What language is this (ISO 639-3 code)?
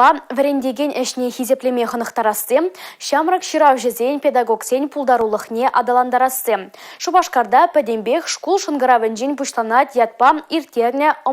chv